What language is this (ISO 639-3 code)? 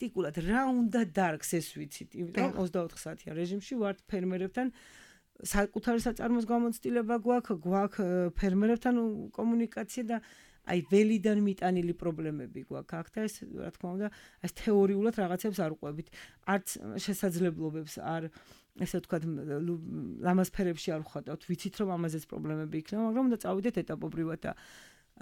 kat